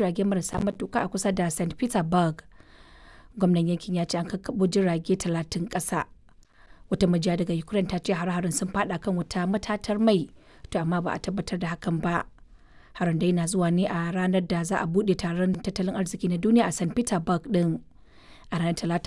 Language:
Hausa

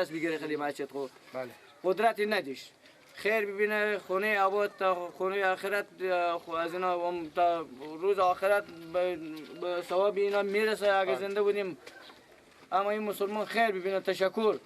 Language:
Persian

